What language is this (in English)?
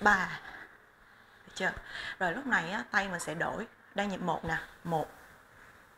Vietnamese